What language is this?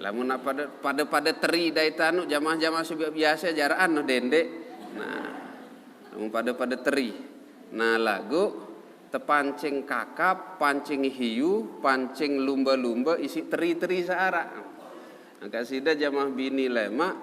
Sasak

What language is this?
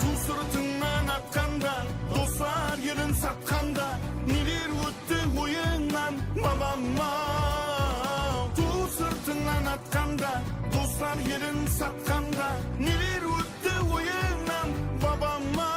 Kara-Kalpak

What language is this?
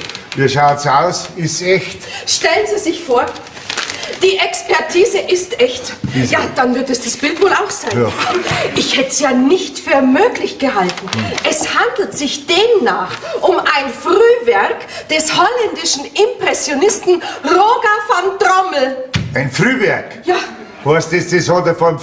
Bavarian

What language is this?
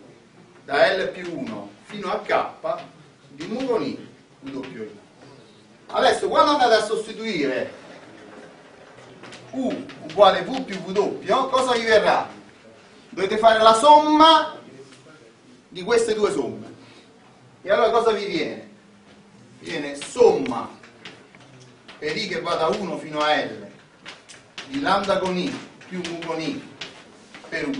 Italian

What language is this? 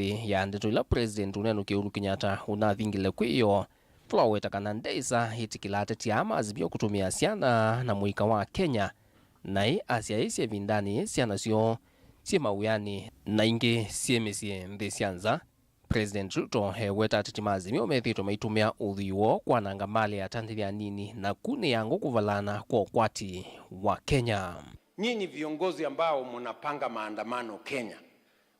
Kamba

